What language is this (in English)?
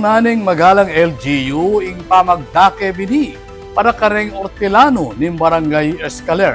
Pampanga